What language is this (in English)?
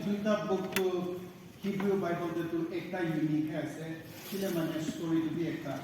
Naga Pidgin